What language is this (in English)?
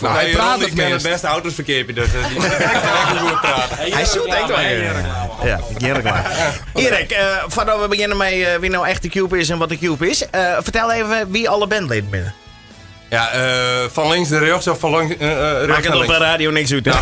Western Frisian